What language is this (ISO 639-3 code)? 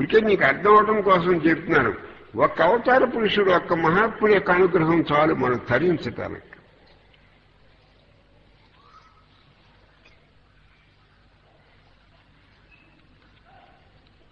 tel